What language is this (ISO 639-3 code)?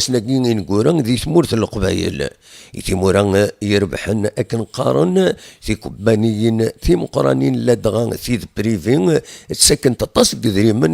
kab